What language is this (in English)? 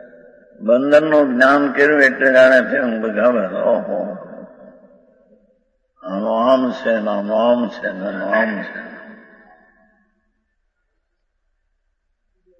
Gujarati